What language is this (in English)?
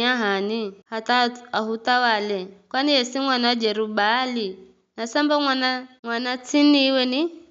Giryama